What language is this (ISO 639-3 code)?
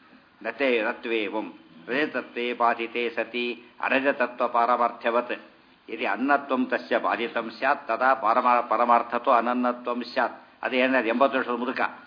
kan